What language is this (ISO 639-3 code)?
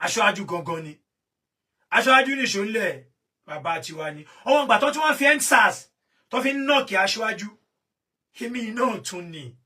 yor